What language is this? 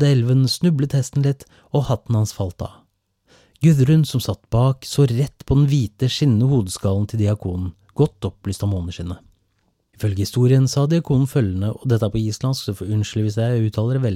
Norwegian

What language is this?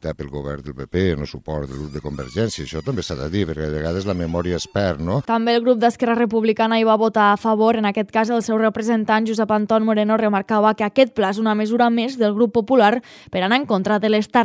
Catalan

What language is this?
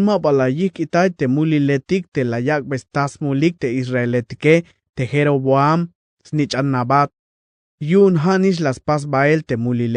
Tzeltal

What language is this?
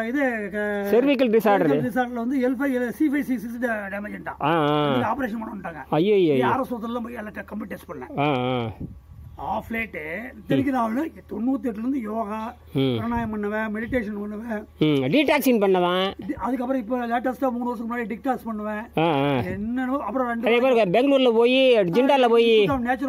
Tamil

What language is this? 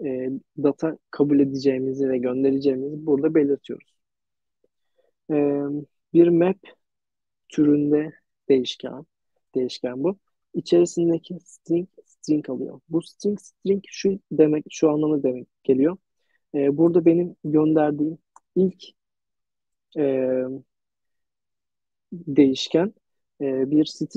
Turkish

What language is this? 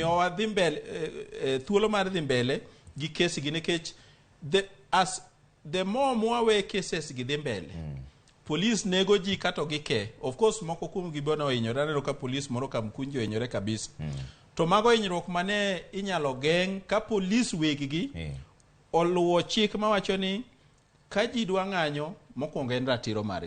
Luo (Kenya and Tanzania)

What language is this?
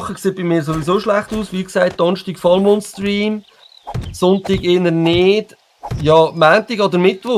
Swiss German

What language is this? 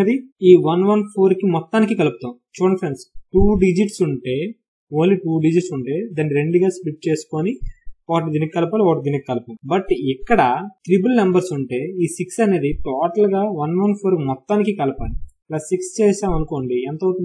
Telugu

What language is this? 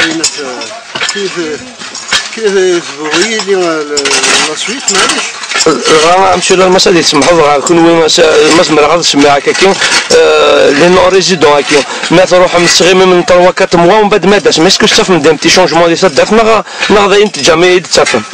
Kabyle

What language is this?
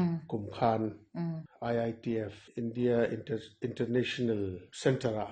Mizo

